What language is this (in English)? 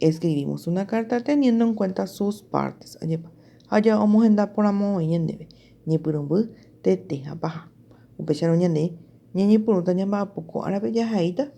Guarani